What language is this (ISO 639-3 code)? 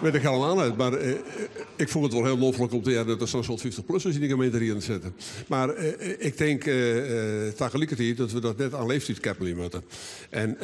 fry